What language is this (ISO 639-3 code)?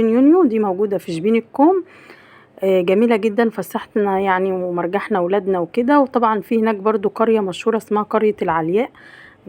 arz